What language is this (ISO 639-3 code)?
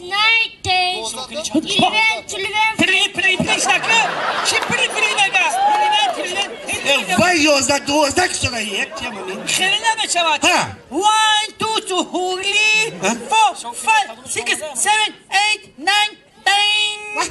tgk